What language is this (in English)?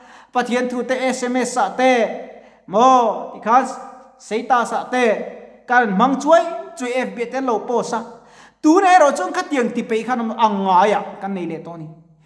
Mizo